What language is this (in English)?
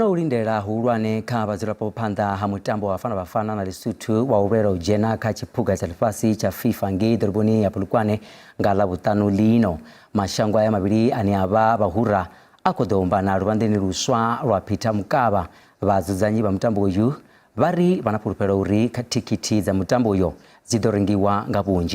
Venda